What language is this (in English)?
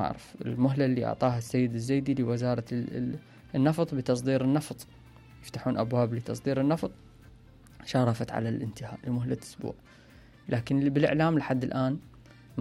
Mesopotamian Arabic